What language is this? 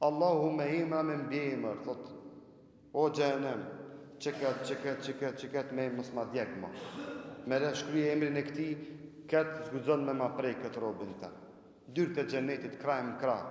Albanian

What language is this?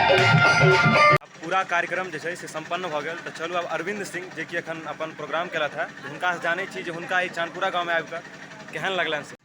Maithili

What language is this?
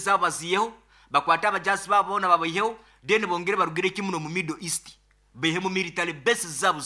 Nyoro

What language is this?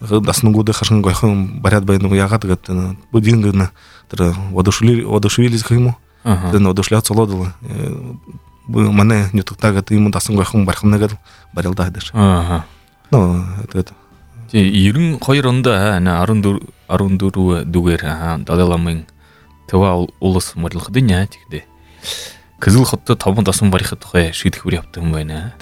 Buriat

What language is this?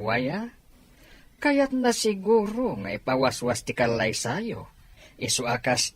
Iloko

